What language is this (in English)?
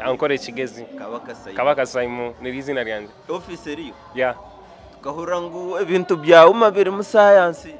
Nyankole